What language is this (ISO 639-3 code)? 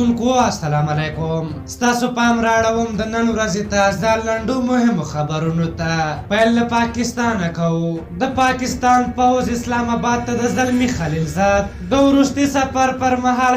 pus